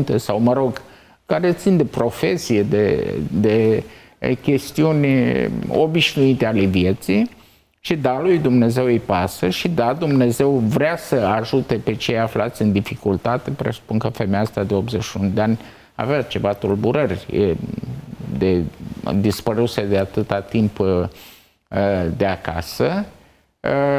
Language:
Romanian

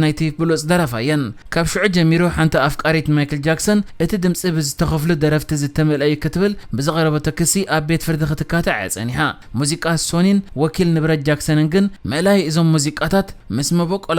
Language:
Tigrinya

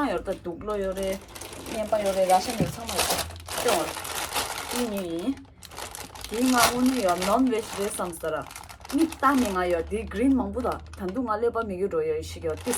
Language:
Tibetan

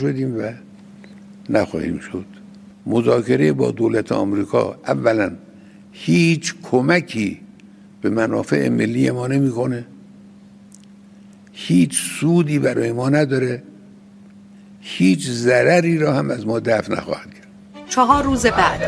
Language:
Persian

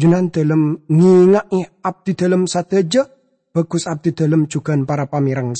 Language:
Madurese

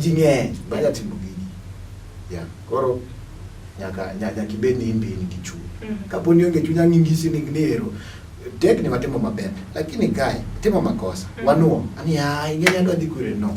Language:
Luo (Kenya and Tanzania)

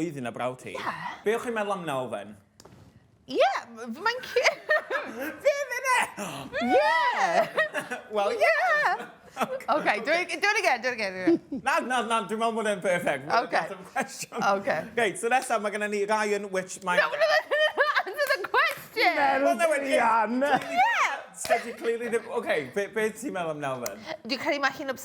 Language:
Welsh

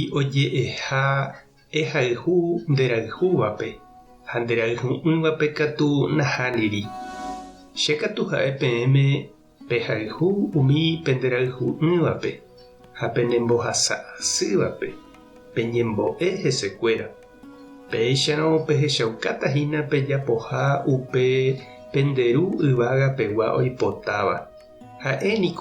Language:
Guarani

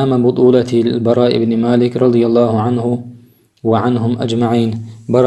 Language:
Chechen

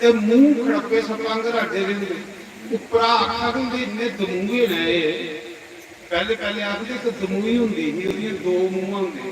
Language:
Dogri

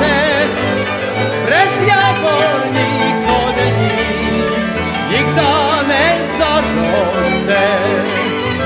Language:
Slovak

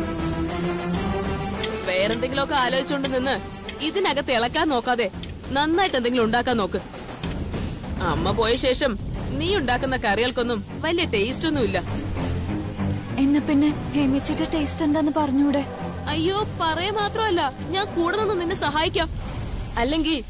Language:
Malayalam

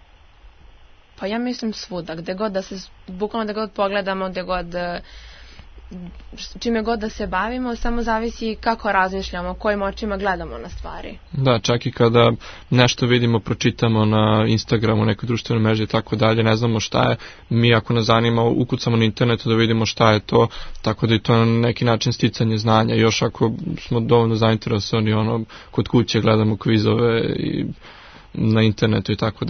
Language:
Serbian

